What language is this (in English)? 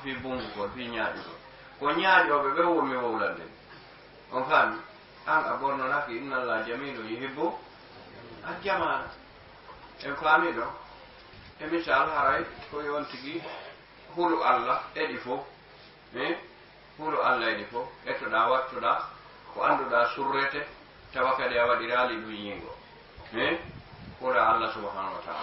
Fula